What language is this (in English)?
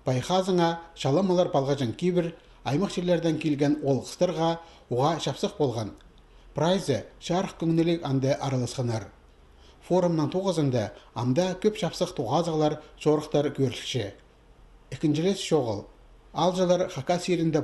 Khakas